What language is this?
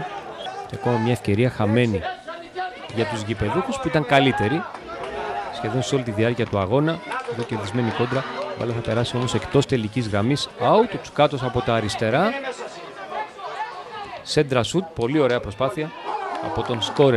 Greek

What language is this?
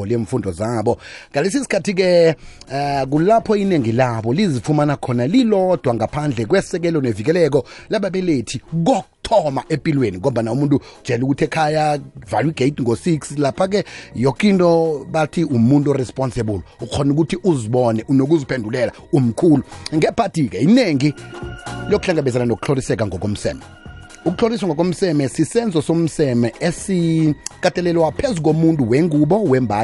South Ndebele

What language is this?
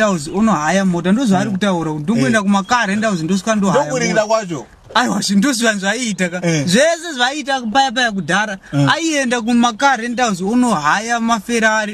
Shona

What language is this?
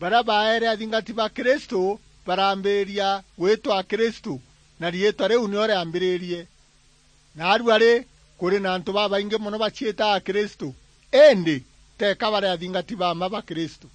Meru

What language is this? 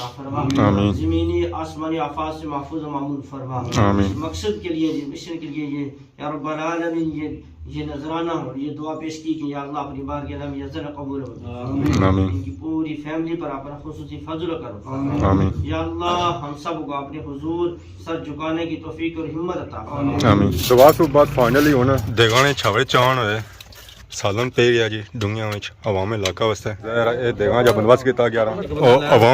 Pahari-Potwari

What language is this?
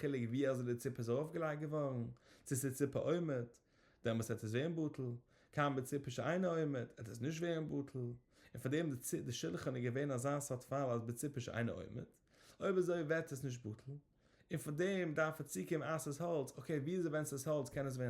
Yiddish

